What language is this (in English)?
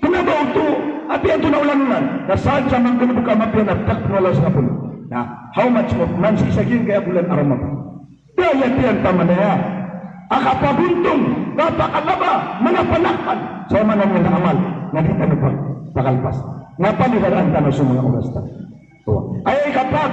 Maranao